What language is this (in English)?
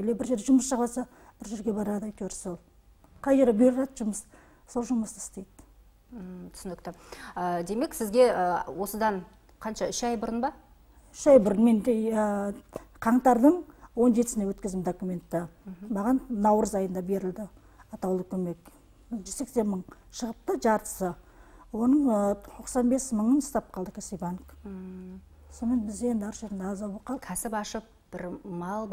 Kazakh